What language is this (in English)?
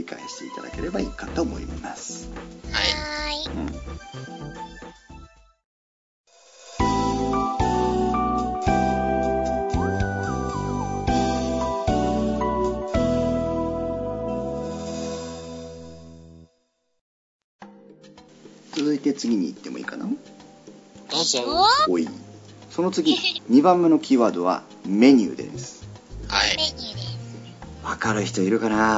Japanese